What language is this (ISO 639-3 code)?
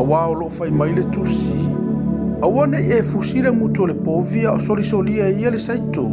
smo